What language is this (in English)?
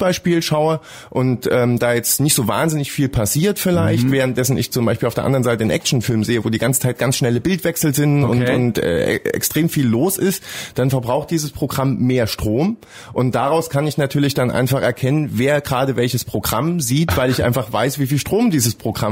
German